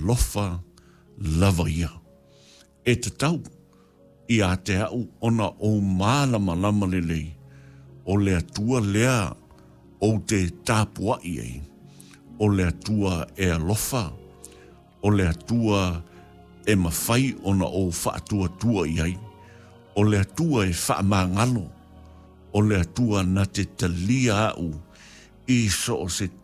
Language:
Samoan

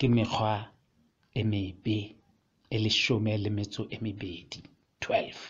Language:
Southern Sotho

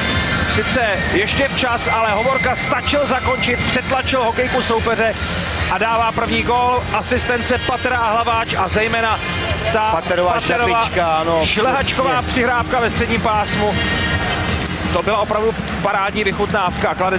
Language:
Czech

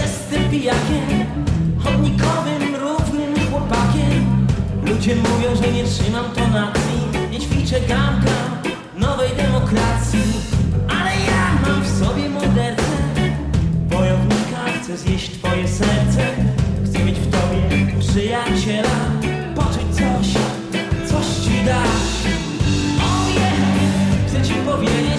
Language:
Polish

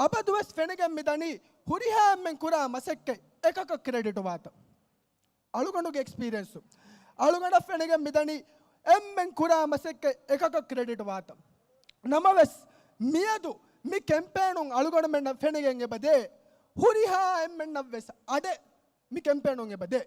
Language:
Divehi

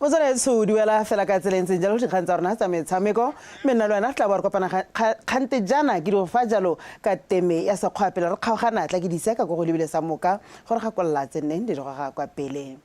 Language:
Tswana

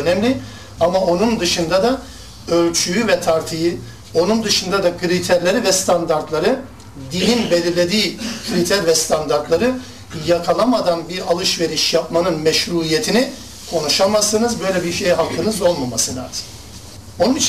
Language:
Turkish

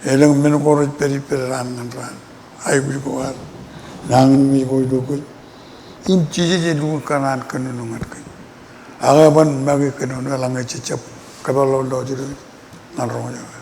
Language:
Marshallese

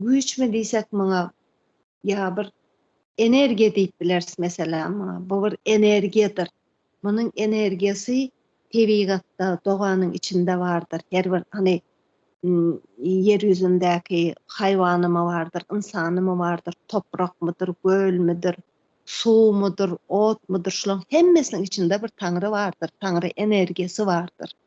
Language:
Turkmen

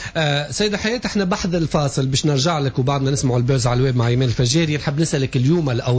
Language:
Tunisian Arabic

